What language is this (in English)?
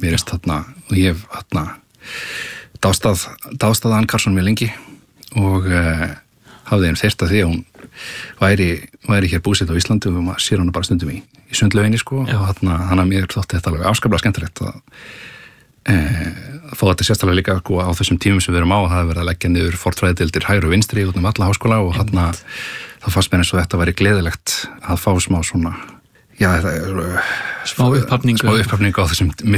Icelandic